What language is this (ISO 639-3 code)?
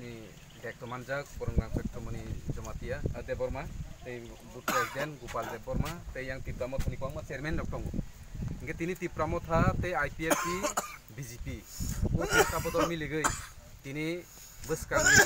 trp